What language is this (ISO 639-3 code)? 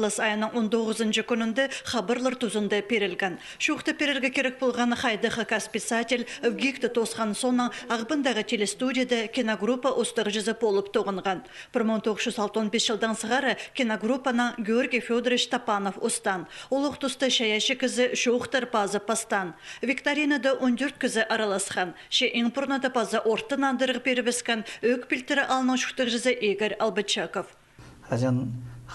kjh